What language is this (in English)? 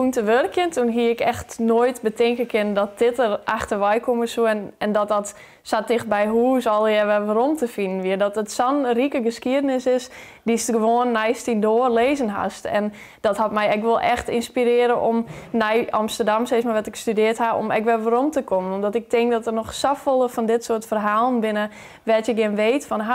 Western Frisian